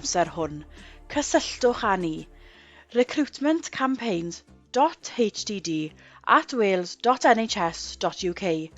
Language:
Welsh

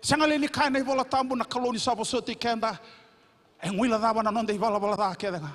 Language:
Fijian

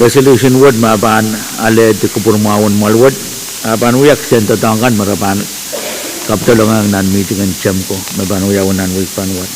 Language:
Pohnpeian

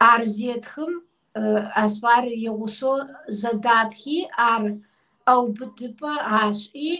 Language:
Kabardian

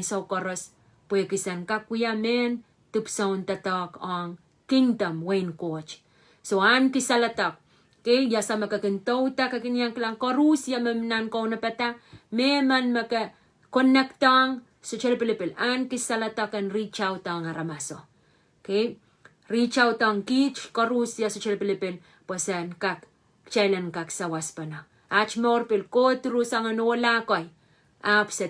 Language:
Pohnpeian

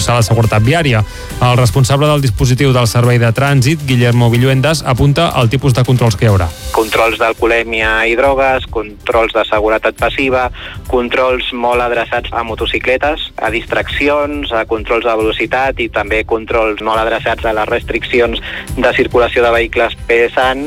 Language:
Catalan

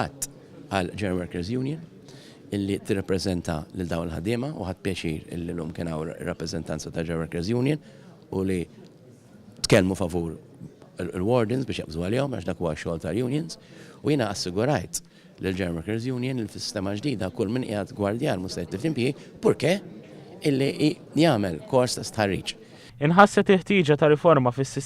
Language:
Maltese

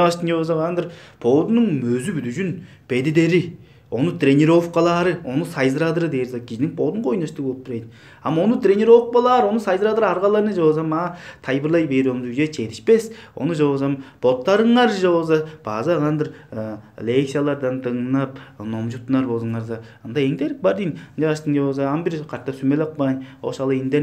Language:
Tuvinian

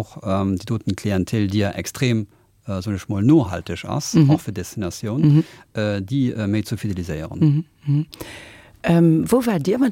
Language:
Luxembourgish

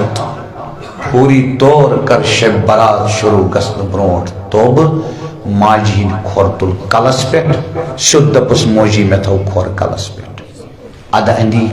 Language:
Kashmiri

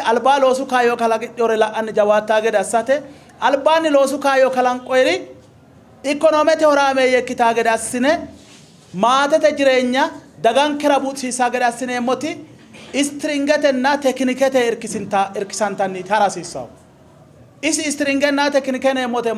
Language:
Sidamo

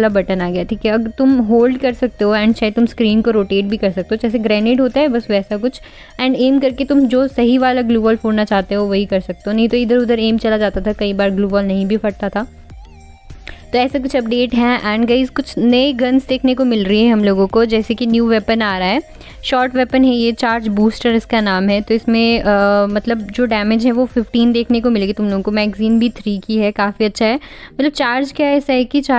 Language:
Hindi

